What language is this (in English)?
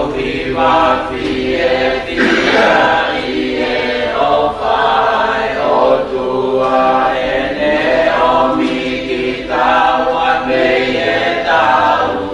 Tongan